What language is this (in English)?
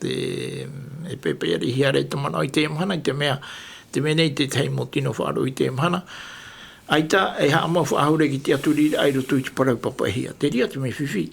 Tahitian